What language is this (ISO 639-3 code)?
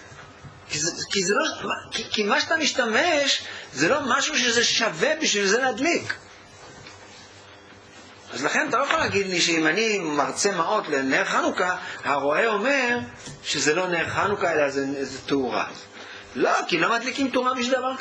heb